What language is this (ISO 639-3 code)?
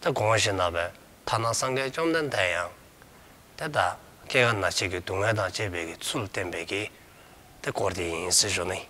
dzo